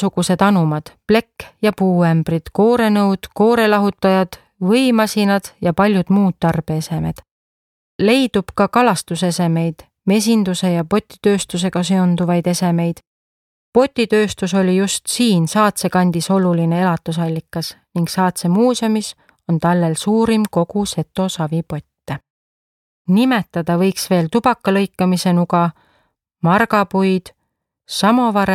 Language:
Estonian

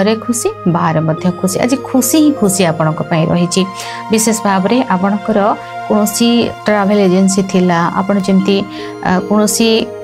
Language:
Odia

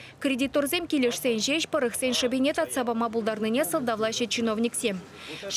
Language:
Chuvash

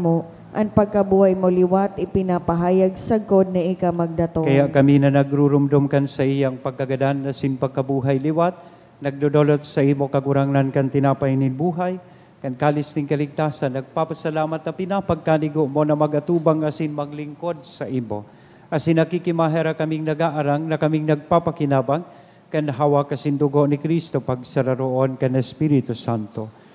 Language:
Bikol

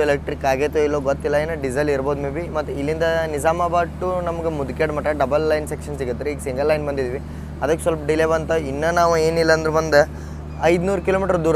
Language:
Kannada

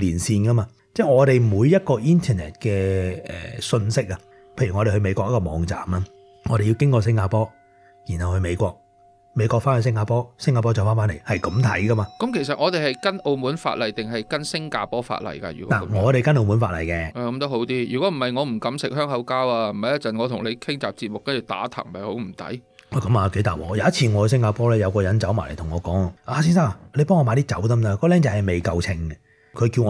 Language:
Cantonese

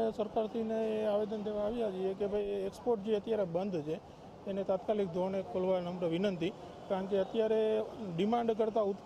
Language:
Gujarati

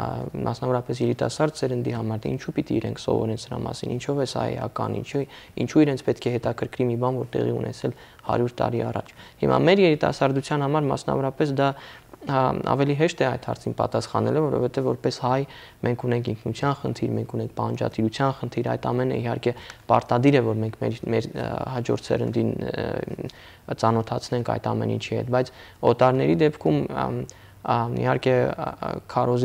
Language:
Armenian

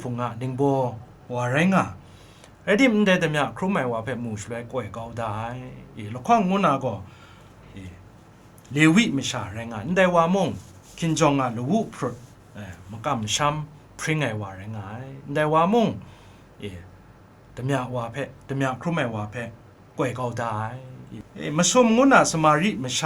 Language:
Kachin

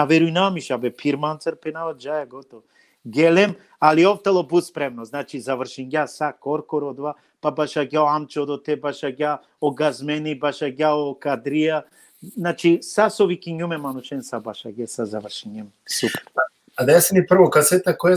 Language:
Balkan Romani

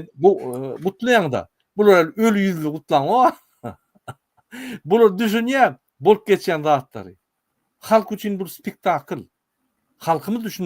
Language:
Turkmen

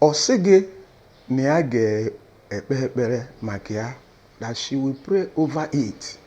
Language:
Igbo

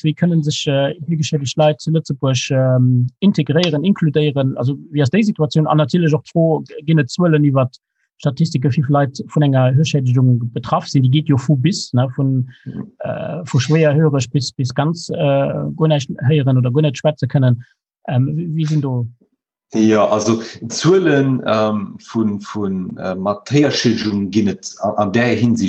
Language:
Luxembourgish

